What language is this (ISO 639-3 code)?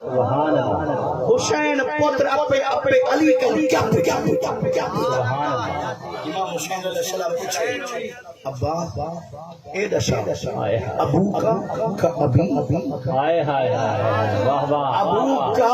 skr